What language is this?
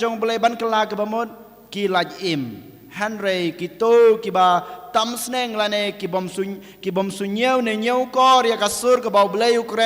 Khasi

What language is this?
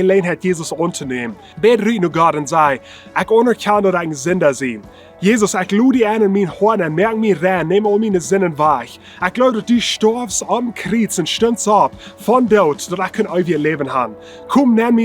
Plautdietsch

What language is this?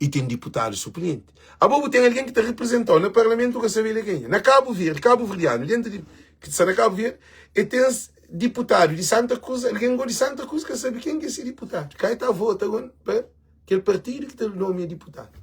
Kabuverdianu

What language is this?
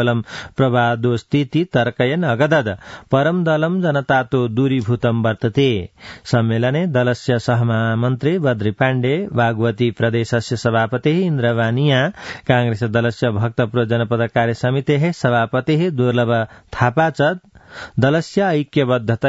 Sanskrit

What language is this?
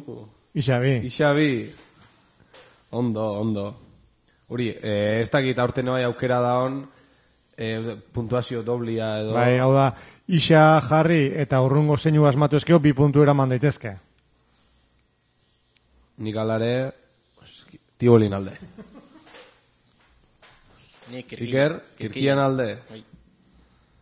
Basque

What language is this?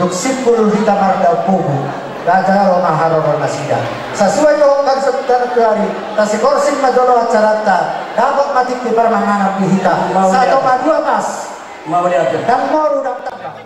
Batak Toba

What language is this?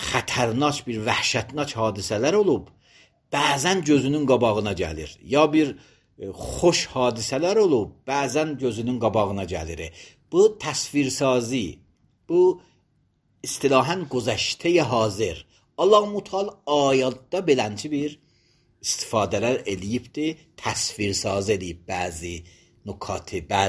Azerbaijani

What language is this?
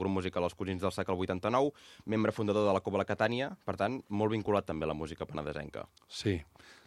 Catalan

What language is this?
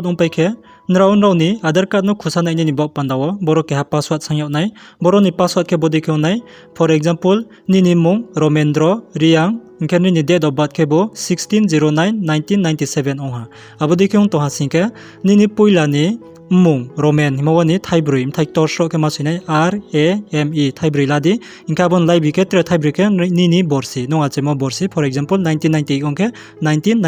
Riang (India)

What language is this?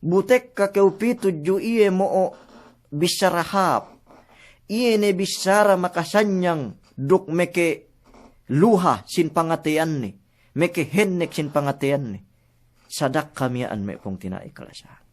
Yakan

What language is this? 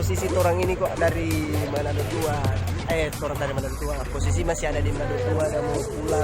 Manado Malay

